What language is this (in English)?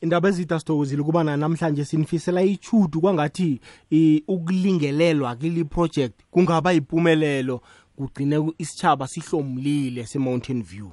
South Ndebele